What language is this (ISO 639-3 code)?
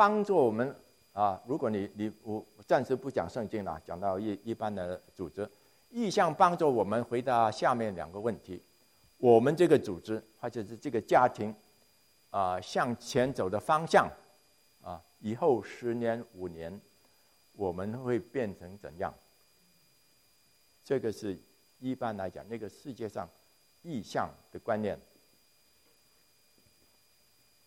zho